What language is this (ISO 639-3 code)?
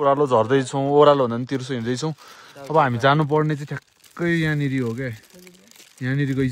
nep